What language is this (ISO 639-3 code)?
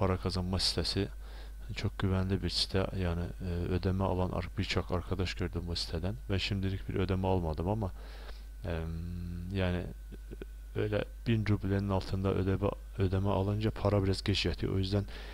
tur